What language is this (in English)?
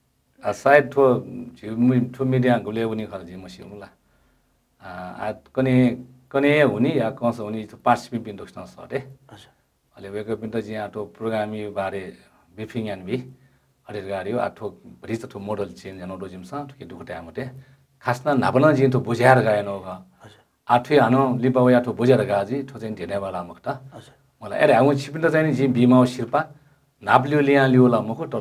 Newari